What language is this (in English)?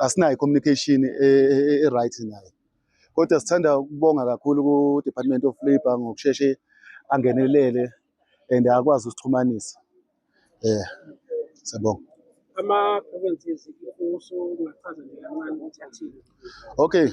Zulu